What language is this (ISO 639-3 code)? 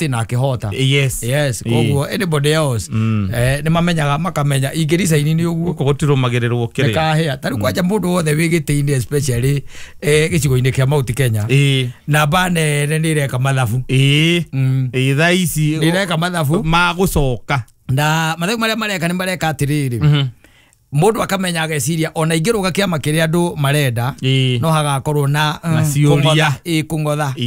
kik